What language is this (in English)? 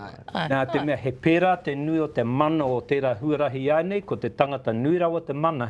Māori